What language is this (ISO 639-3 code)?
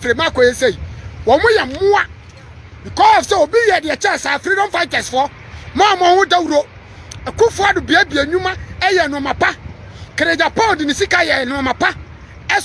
aka